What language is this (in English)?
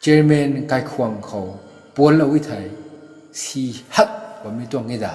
Rongmei Naga